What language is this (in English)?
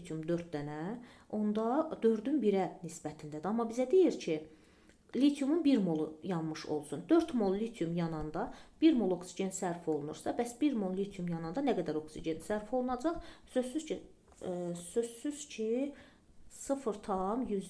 Azerbaijani